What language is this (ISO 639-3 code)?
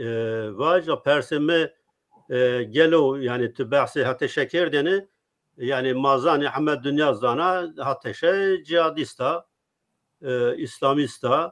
zza